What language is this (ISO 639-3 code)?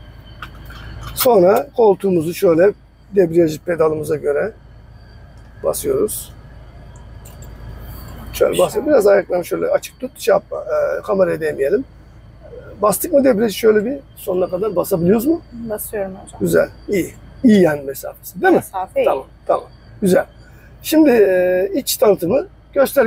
tur